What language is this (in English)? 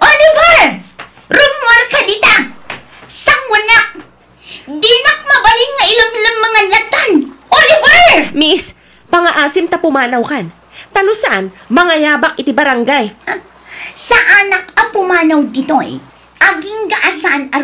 Iloko